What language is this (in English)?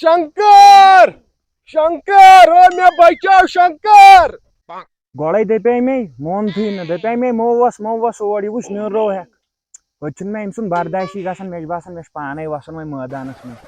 Kashmiri